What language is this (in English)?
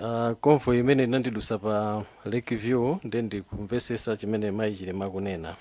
Nyanja